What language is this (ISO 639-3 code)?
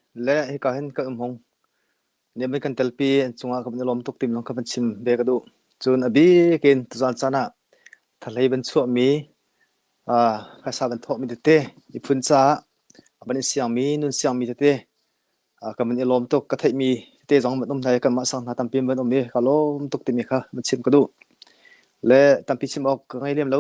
cnh